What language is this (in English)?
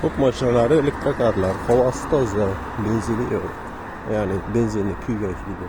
Uzbek